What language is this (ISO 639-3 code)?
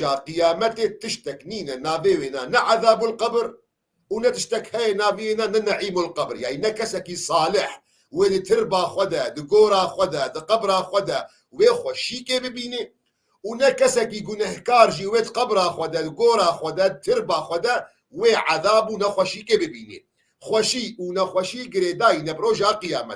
kur